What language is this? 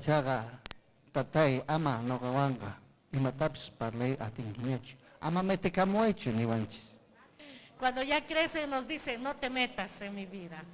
Ayacucho Quechua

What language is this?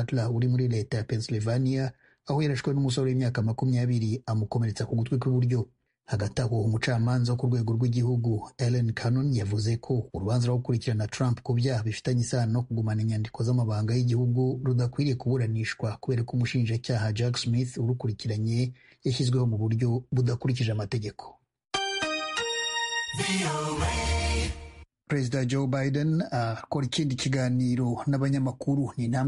Kinyarwanda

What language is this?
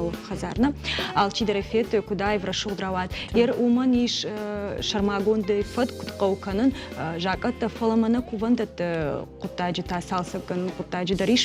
Ossetic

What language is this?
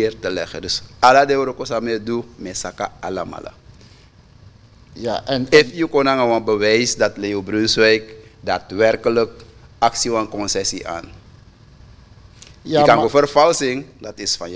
Dutch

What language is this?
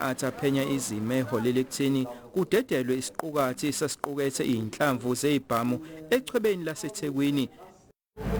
Zulu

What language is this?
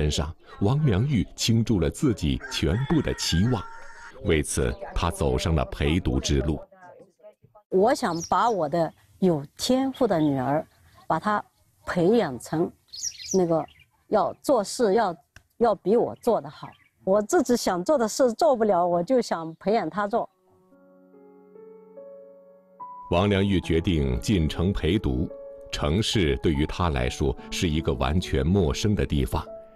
Chinese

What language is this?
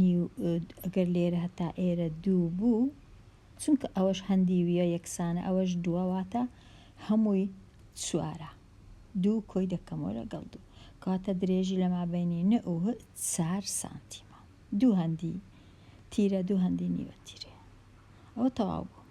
Central Kurdish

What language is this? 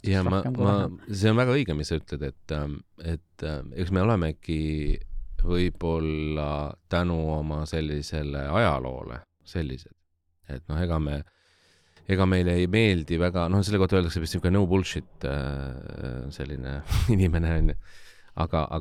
Estonian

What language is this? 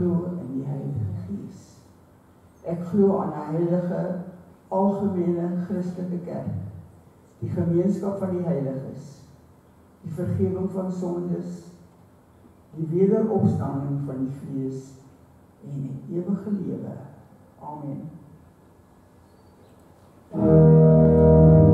Afrikaans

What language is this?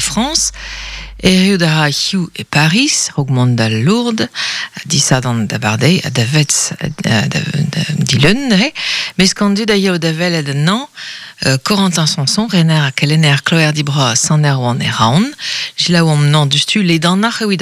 Breton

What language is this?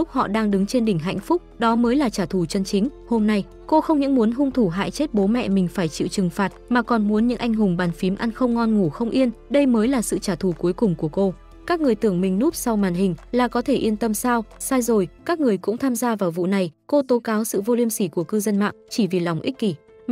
Vietnamese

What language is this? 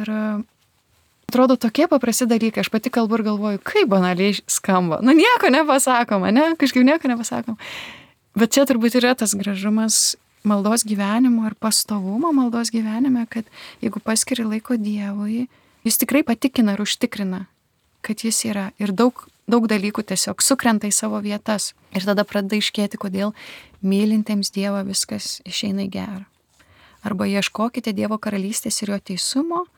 Lithuanian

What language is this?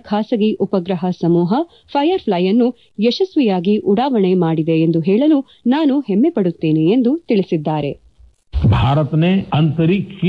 Kannada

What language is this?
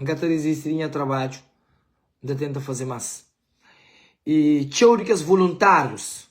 Kabuverdianu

